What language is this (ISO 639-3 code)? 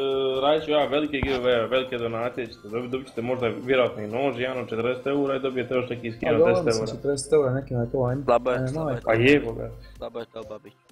hrv